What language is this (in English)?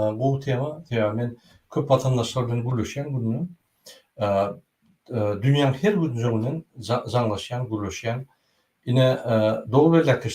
Turkmen